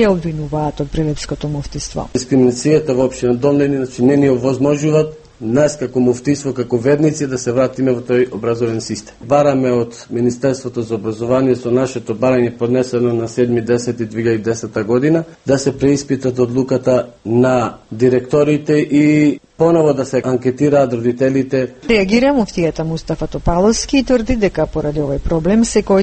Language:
Macedonian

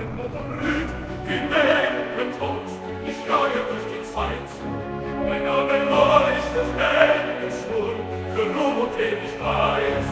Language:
Bavarian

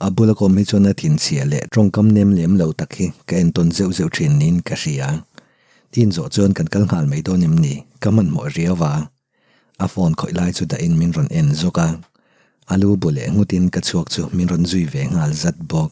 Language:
Mizo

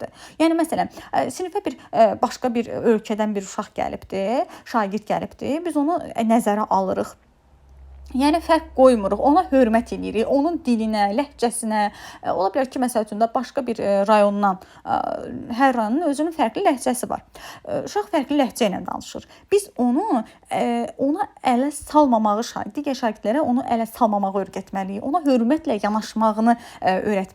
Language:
Azerbaijani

